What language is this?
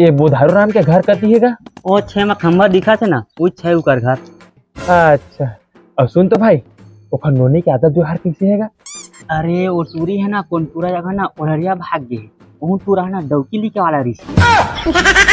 Chhattisgarhi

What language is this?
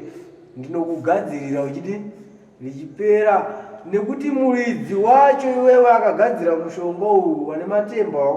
Shona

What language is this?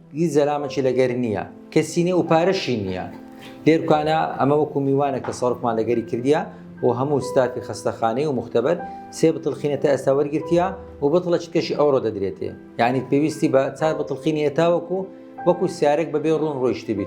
Central Kurdish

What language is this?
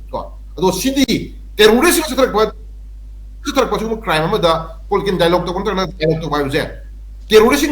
Manipuri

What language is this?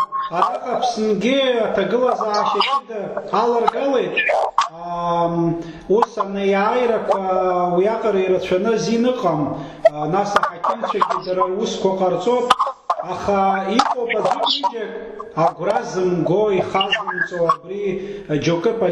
Abkhazian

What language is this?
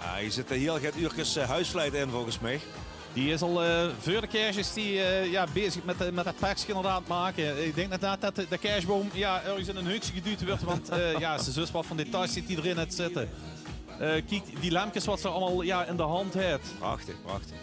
Limburgish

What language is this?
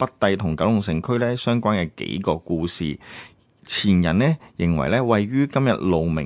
Cantonese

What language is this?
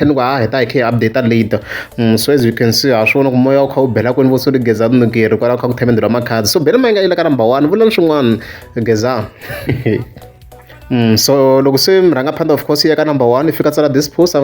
Tsonga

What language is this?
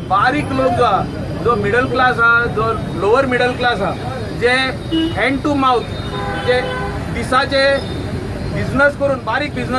Konkani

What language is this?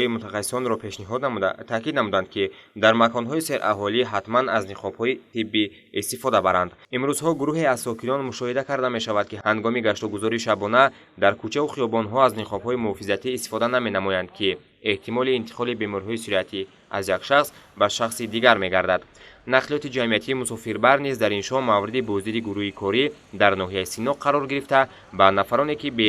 Tajik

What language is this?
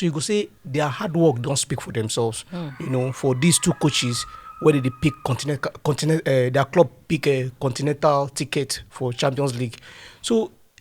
Nigerian Pidgin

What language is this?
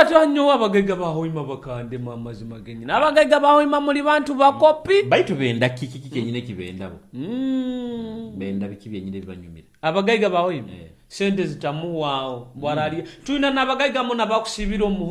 Nyoro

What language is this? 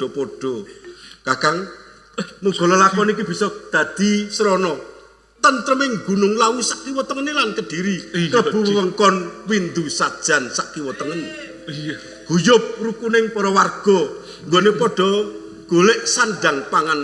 Javanese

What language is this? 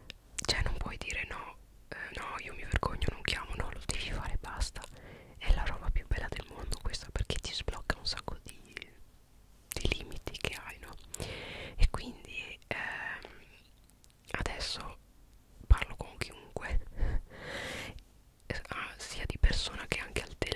Italian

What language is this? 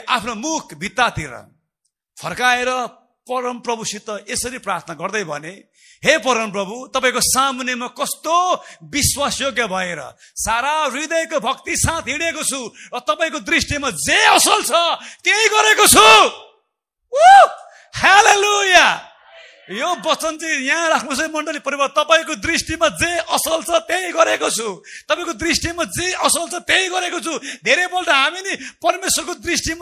Nepali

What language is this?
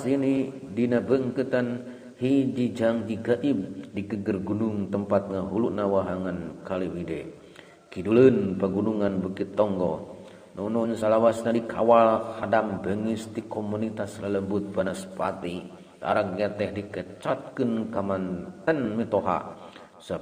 Sundanese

